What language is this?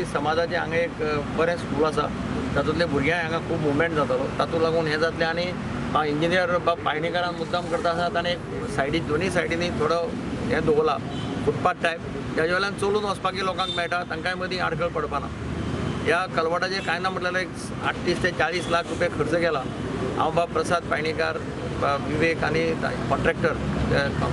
Konkani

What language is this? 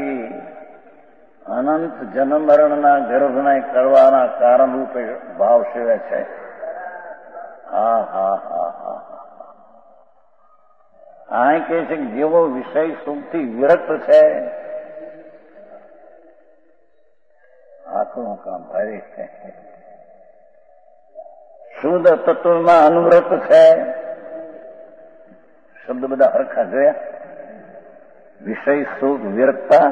Gujarati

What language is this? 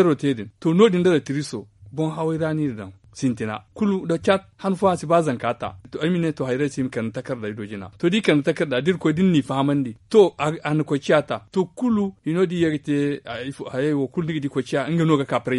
Zarma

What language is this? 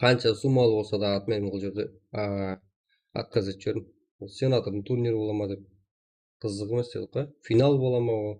Kara-Kalpak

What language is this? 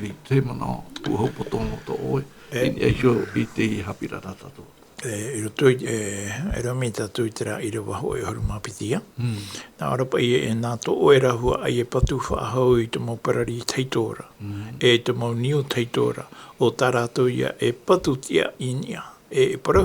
Tahitian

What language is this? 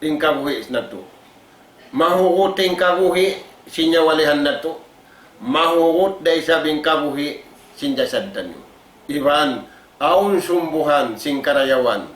Tausug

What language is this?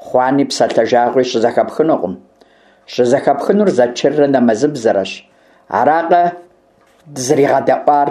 Kabardian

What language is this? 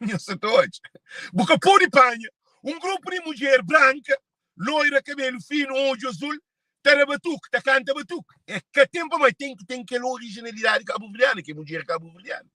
Kabuverdianu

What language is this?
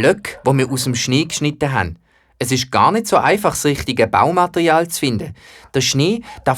Swiss German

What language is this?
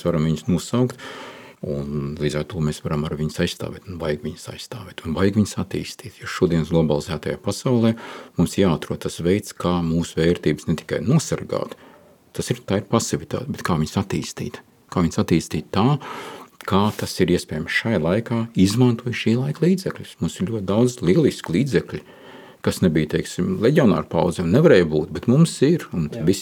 Latvian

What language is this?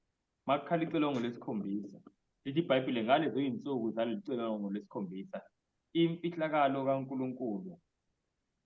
Zulu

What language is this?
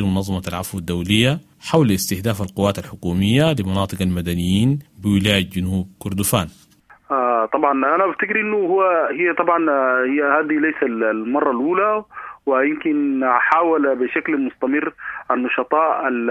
Sudanese Arabic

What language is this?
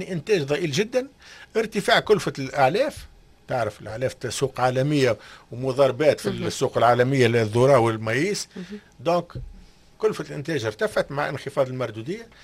Tunisian Arabic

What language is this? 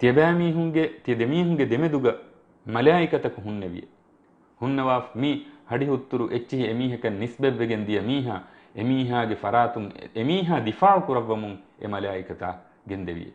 Divehi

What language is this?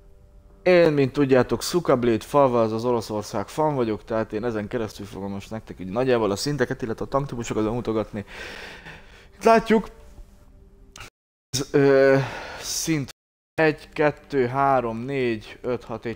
Hungarian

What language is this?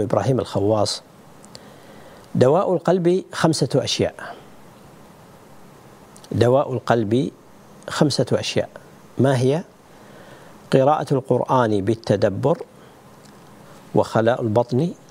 Arabic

